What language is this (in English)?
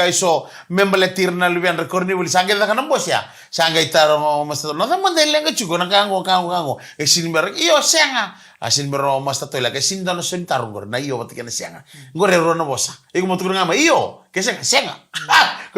Fijian